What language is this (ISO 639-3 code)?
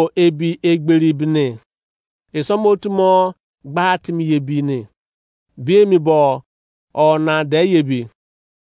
ijc